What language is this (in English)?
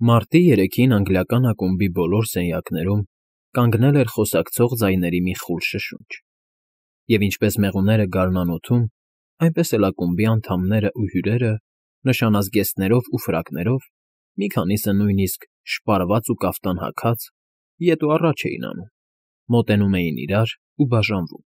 Armenian